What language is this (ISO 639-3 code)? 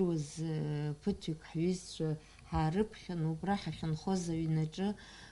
abk